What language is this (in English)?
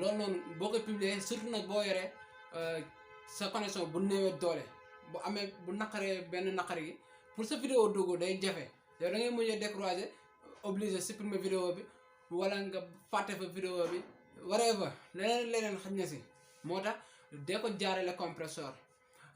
Wolof